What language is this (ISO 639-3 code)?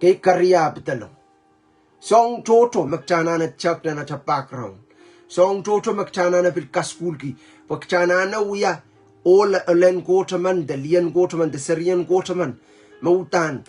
pon